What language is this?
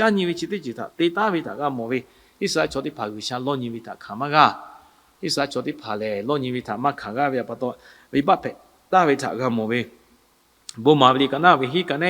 Lahu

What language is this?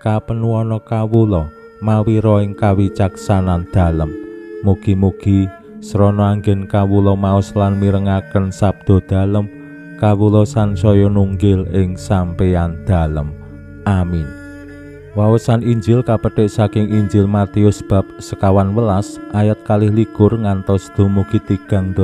Javanese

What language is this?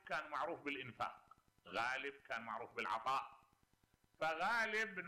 Mesopotamian Arabic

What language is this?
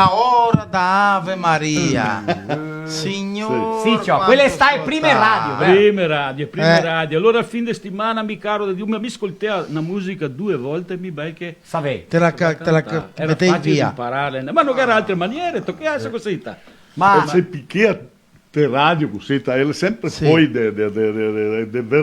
Venetian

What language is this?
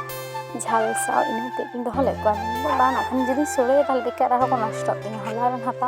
Santali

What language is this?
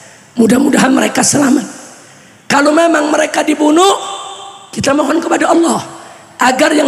Indonesian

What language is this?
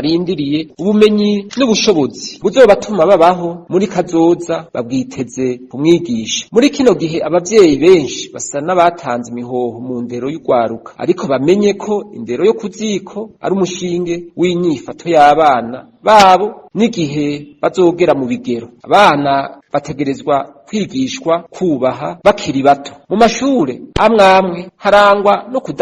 Rundi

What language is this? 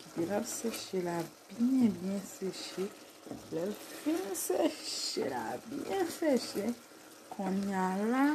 Haitian Creole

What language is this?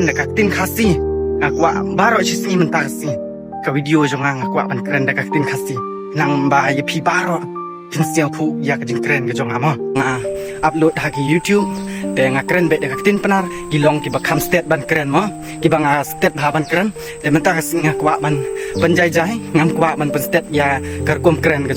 Khasi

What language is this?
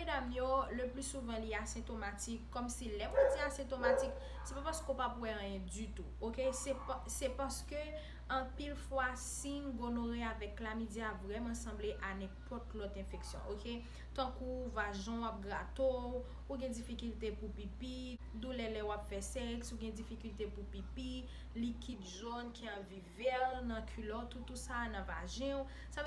Haitian Creole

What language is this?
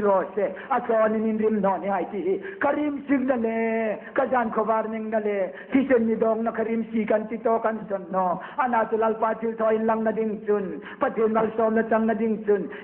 Hmar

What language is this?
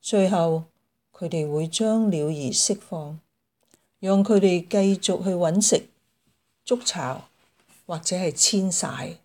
Cantonese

